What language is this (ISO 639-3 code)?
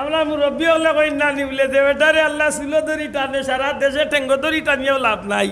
syl